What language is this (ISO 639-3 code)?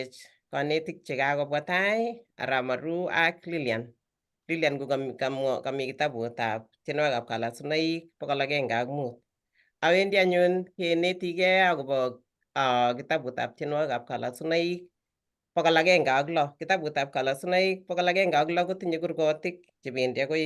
kln